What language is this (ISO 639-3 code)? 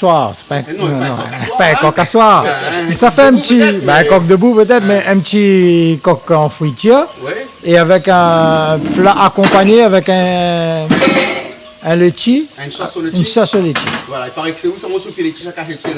rcf